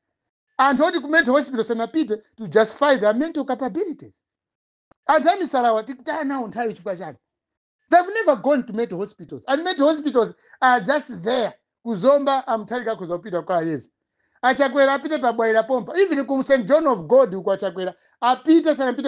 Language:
Nyanja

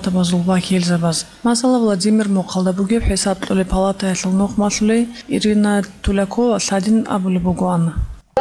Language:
Avaric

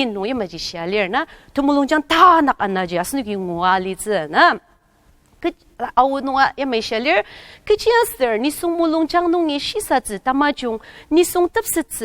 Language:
Ao Naga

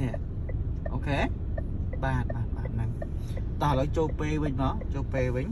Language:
Khmer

